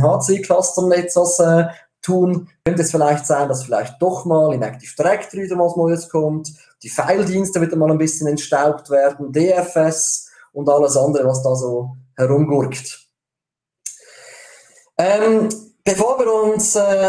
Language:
German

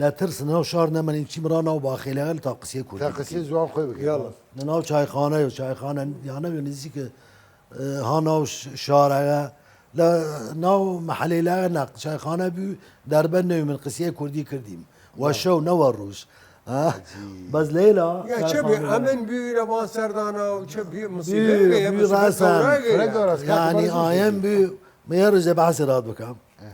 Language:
Southern Kurdish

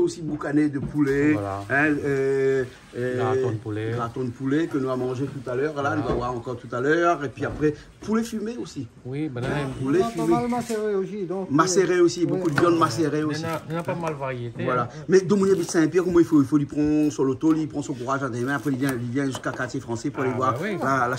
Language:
Réunion Creole French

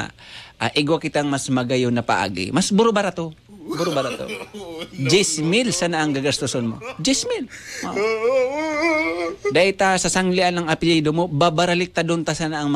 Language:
Bikol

